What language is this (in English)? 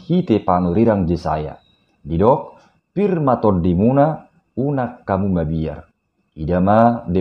Batak Toba